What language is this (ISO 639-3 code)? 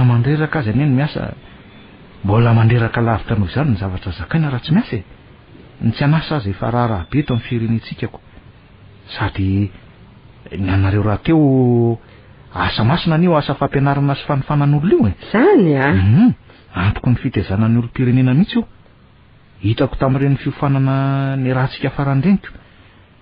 mlg